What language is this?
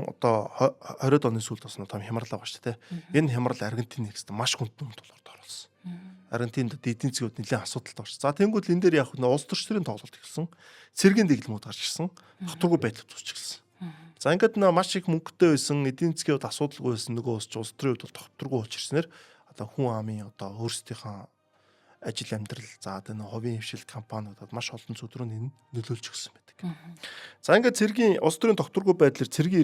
Mongolian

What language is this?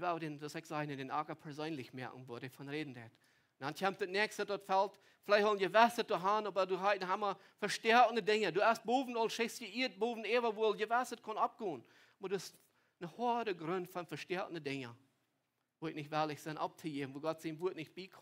Plautdietsch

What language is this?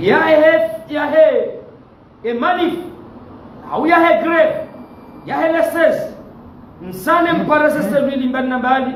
Ngazidja Comorian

